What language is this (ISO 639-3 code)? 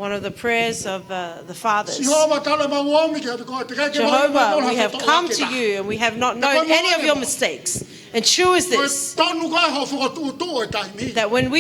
ton